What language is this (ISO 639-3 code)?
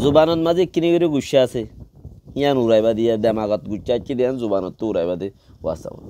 rhg